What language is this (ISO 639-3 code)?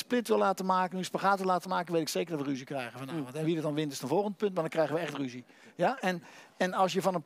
nld